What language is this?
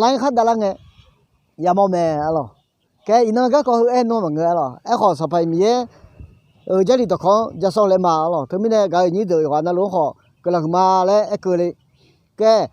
Akha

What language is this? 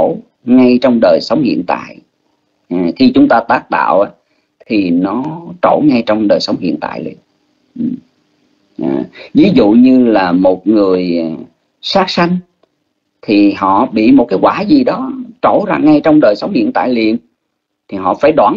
Vietnamese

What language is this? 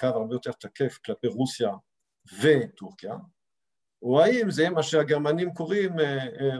Hebrew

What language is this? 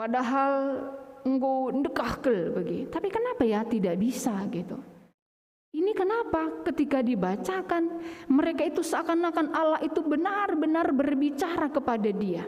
Batak Karo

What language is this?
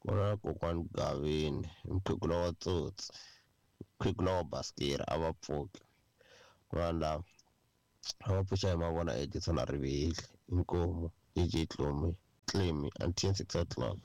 Tsonga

